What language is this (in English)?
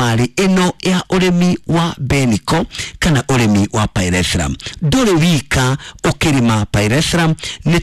Kikuyu